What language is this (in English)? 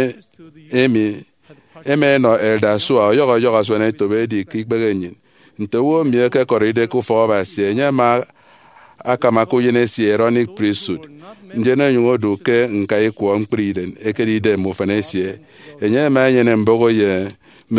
Efik